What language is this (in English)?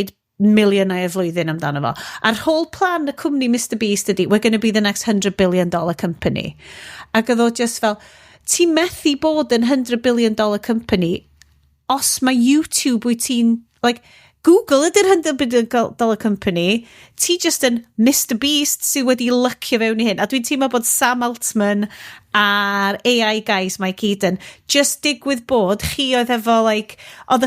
Welsh